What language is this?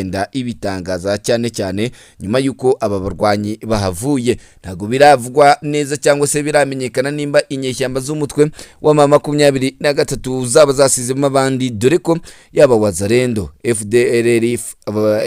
Kinyarwanda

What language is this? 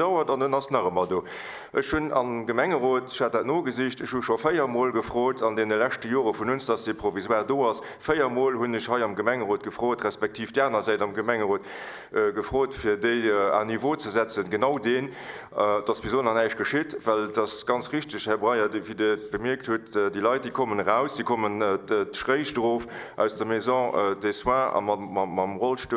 Luxembourgish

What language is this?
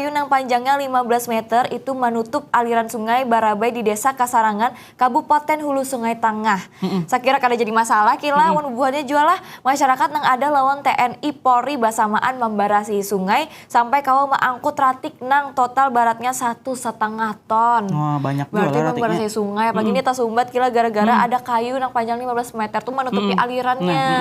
Banjar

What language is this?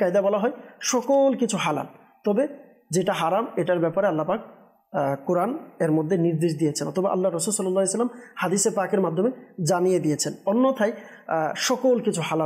Bangla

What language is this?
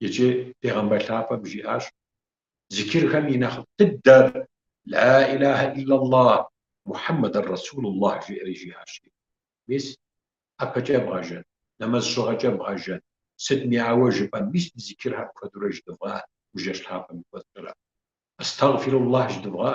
Kabardian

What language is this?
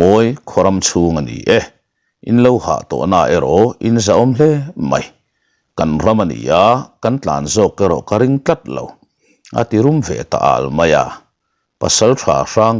Mizo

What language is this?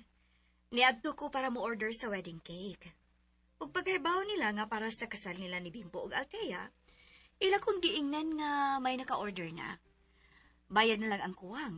Cebuano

